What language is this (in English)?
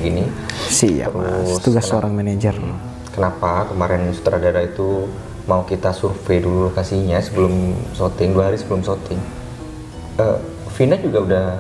Indonesian